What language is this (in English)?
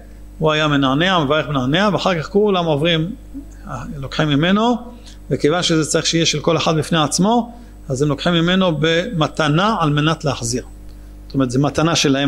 Hebrew